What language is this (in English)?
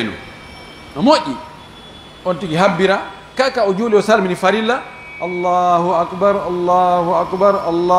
Pular